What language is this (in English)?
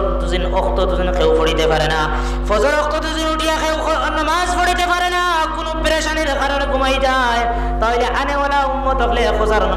Sylheti